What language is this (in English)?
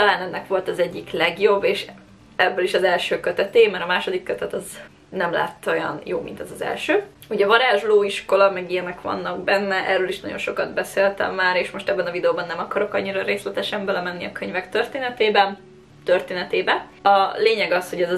Hungarian